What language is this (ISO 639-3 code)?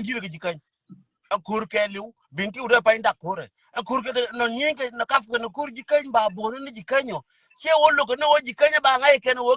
nus